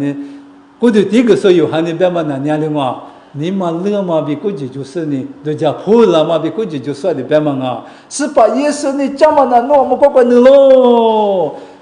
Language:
Lisu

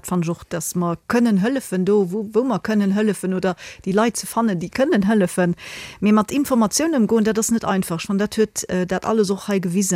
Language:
Luxembourgish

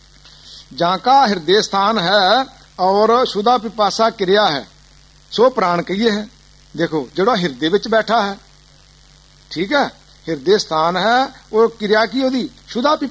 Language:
Punjabi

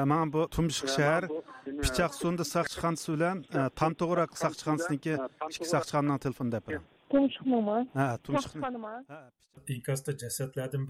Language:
Uyghur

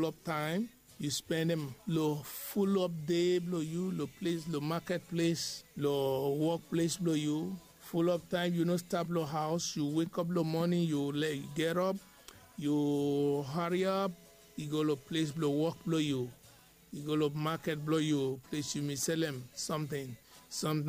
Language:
Bislama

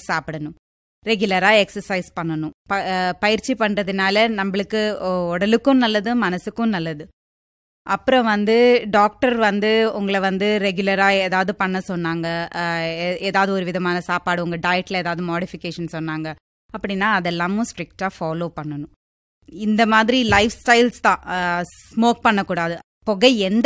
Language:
Tamil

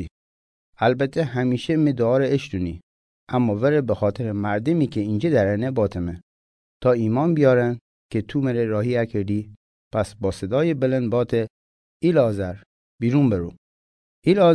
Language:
Mazanderani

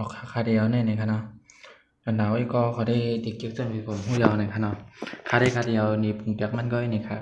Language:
Shan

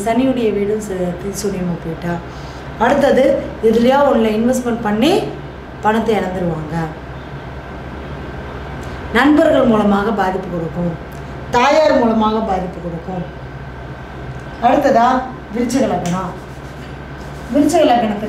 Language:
Tamil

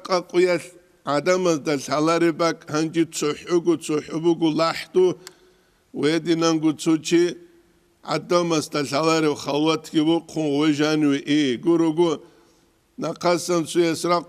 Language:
Avaric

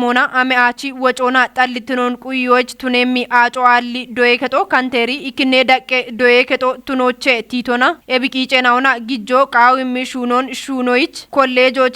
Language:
Kafa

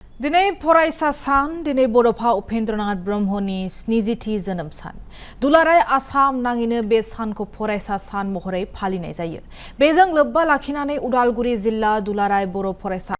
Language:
Bodo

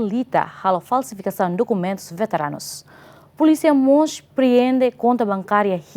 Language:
Tetum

